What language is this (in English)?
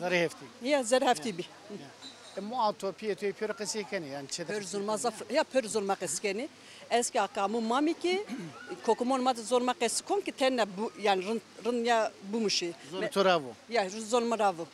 Zaza